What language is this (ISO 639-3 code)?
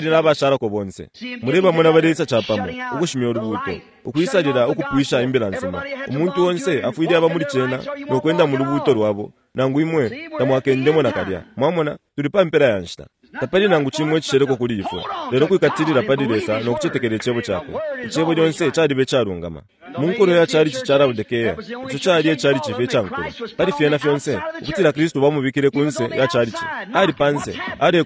bem